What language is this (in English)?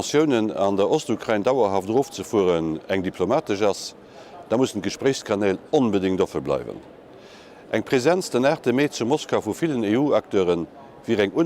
Luxembourgish